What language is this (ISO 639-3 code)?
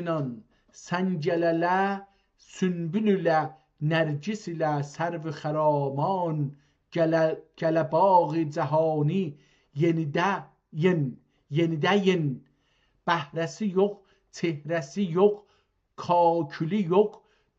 azb